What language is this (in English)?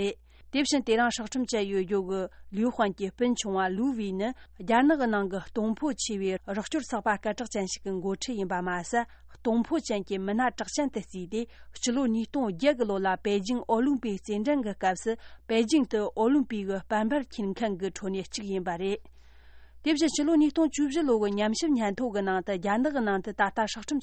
Tibetan